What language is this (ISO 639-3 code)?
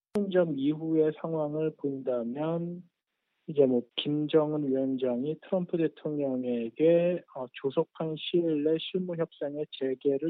kor